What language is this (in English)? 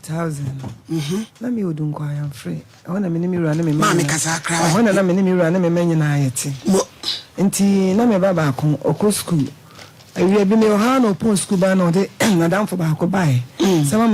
Akan